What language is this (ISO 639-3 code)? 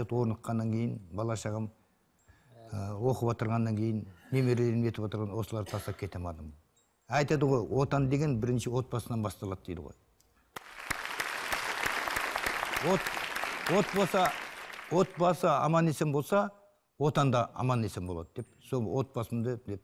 kaz